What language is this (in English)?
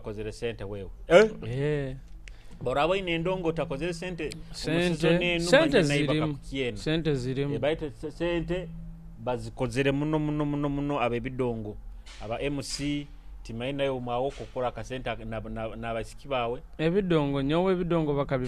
Nyoro